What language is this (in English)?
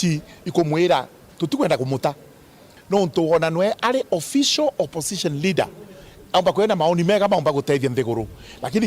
Meru